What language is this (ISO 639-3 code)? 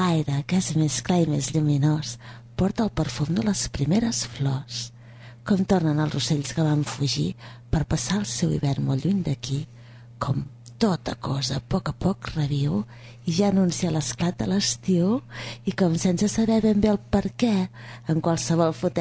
cat